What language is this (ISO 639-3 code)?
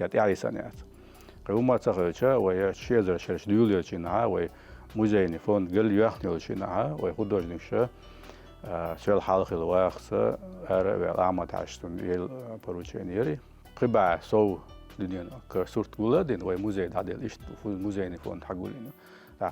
che